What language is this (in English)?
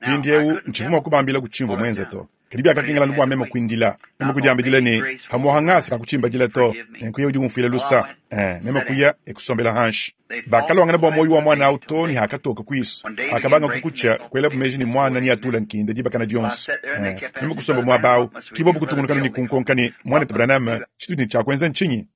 Luba-Lulua